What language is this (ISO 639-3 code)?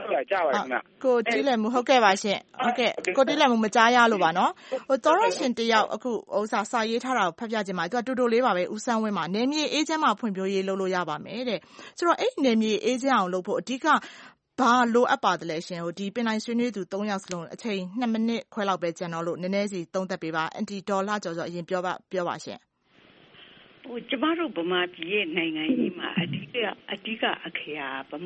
mya